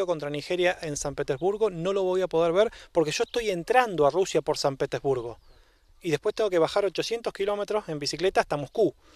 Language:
Spanish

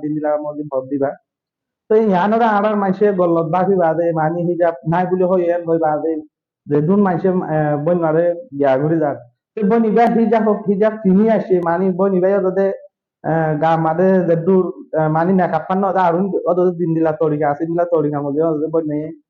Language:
Rohingya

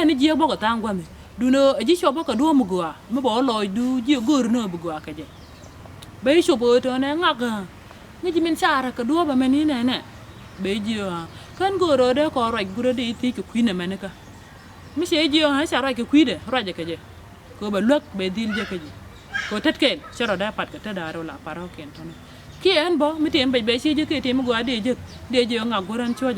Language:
Nuer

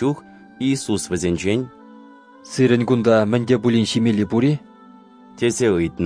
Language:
Chuvash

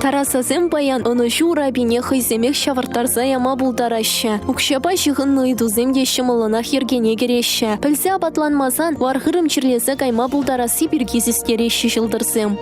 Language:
Chuvash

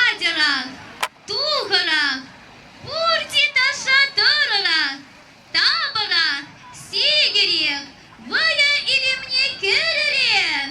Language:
Chuvash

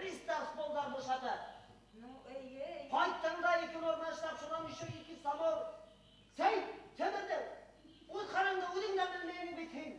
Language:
Bashkir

